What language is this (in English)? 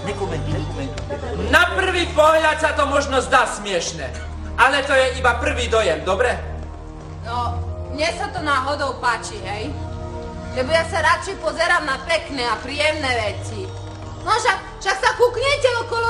Slovak